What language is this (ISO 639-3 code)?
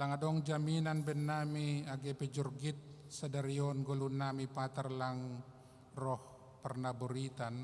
bts